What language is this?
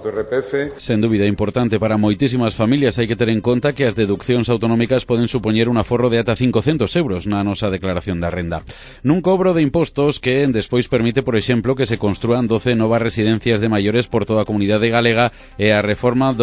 Galician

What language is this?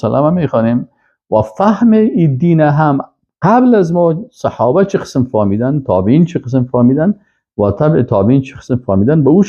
Persian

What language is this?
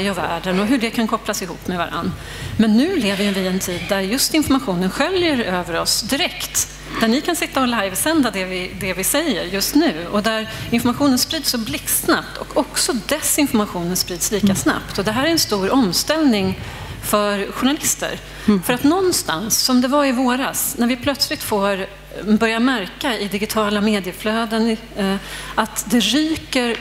Swedish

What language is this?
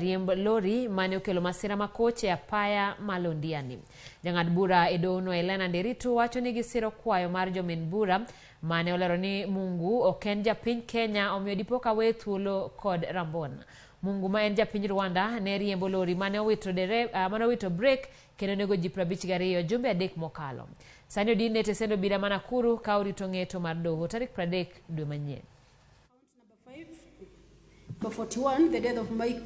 Luo (Kenya and Tanzania)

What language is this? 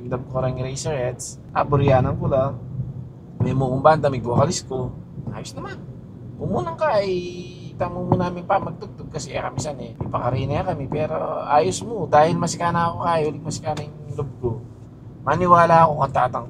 Pampanga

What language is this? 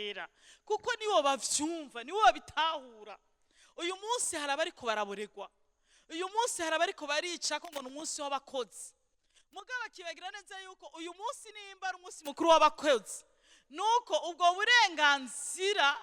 Rundi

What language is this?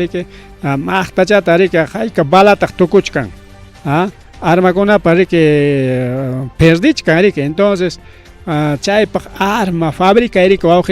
Ayacucho Quechua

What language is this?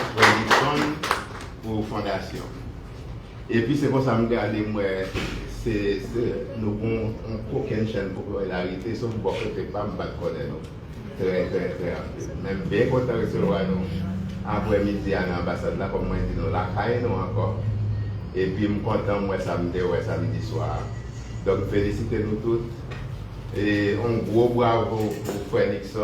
Haitian Creole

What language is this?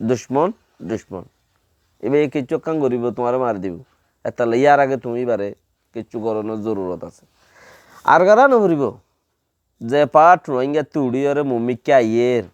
Rohingya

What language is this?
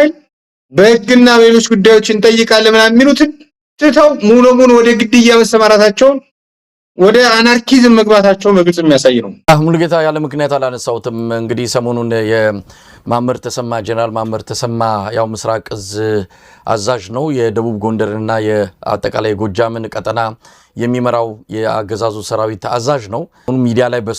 Amharic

